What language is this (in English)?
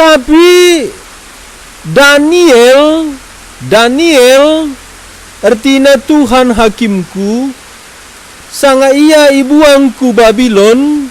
Batak Karo